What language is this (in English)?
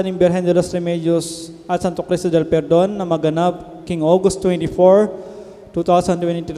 Pampanga